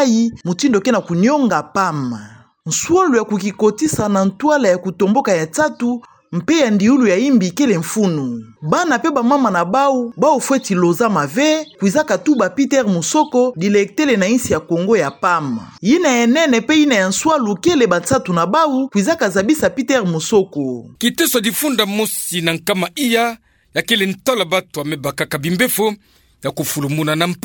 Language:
Kituba (Democratic Republic of Congo)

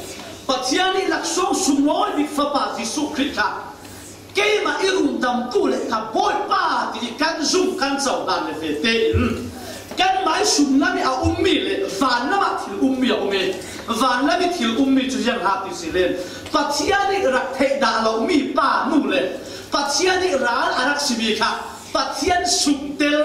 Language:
Falam Chin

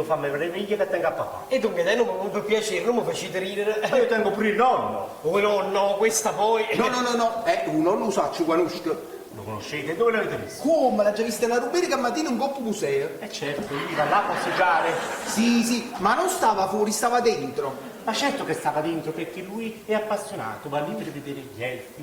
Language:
Neapolitan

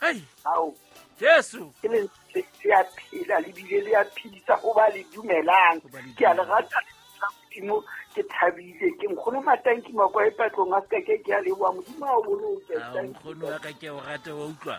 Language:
Southern Sotho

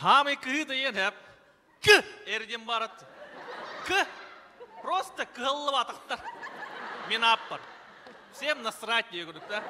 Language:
Yakut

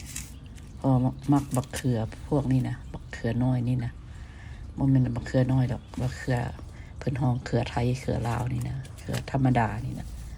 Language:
Lao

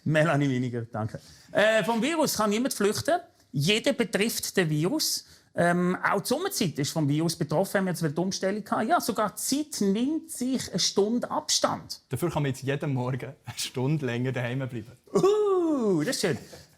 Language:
Swiss German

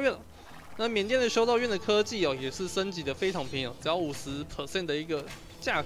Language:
Chinese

